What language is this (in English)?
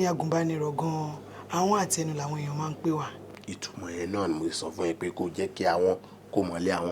Yoruba